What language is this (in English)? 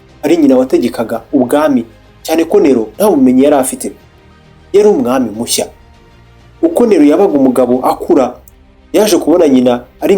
Kinyarwanda